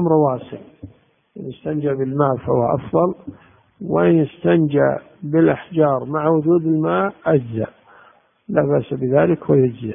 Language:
Arabic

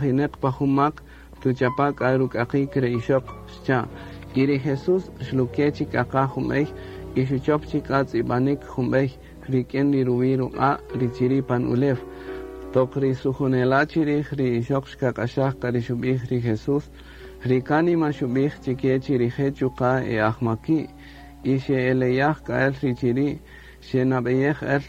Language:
Kaqchikel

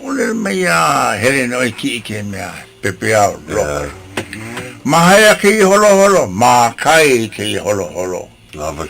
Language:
Hawaiian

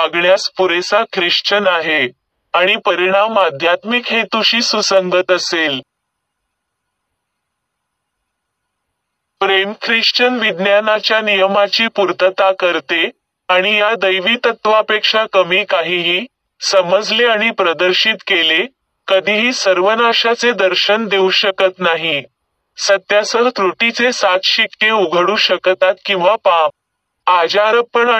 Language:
Marathi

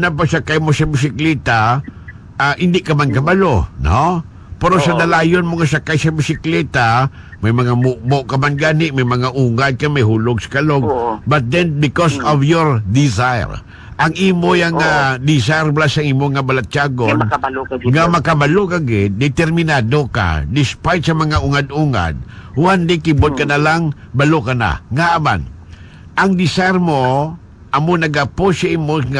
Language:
Hiligaynon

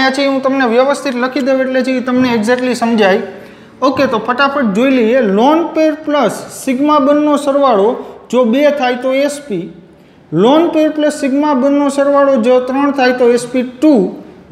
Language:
Gujarati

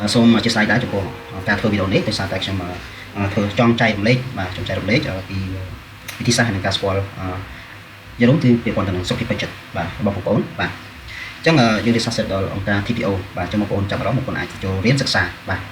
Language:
Khmer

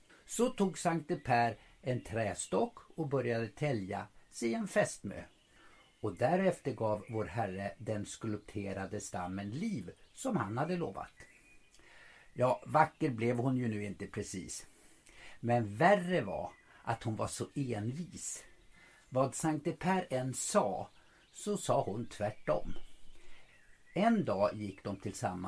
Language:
Swedish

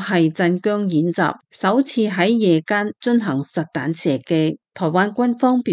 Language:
Cantonese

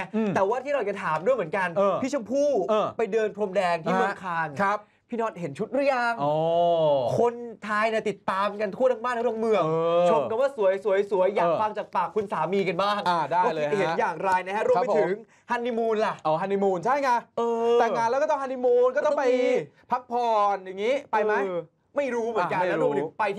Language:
Thai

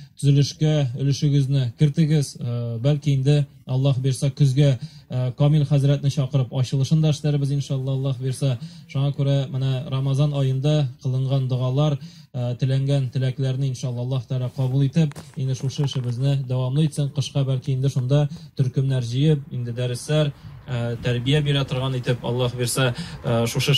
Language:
Tatar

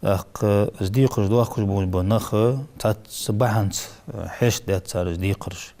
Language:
Ingush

